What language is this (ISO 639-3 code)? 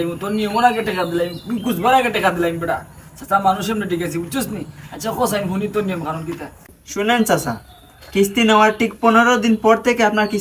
syl